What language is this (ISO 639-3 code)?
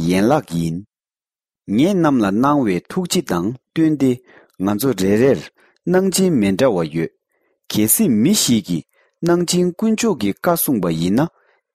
bod